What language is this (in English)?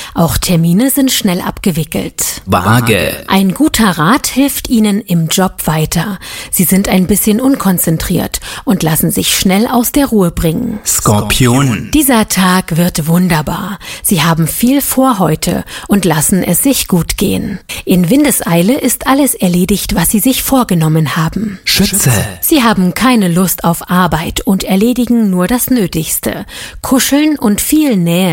German